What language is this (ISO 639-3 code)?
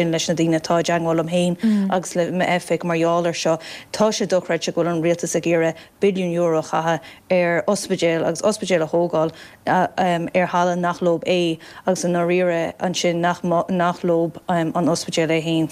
gle